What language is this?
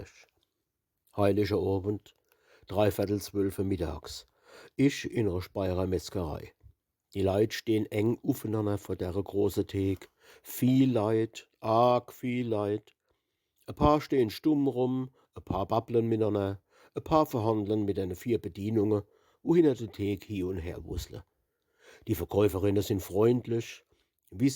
Palatine German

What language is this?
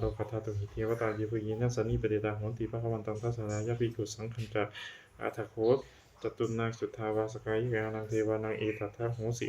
Pali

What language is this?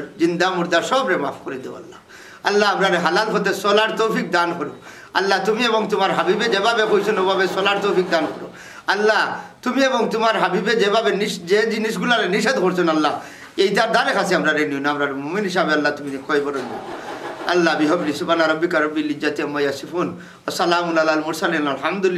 Sylheti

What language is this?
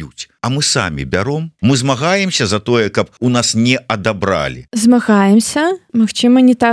Belarusian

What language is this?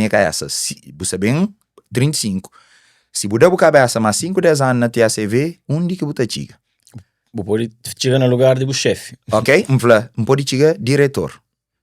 Kabuverdianu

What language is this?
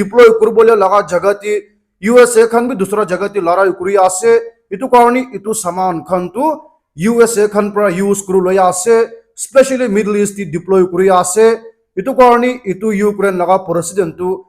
Naga Pidgin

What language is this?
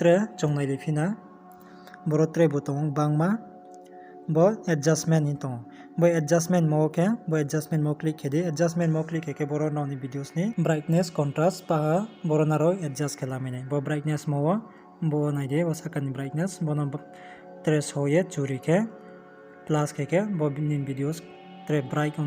Riang (India)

